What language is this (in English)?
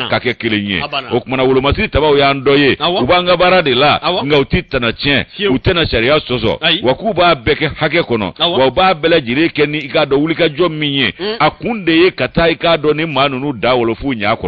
Bambara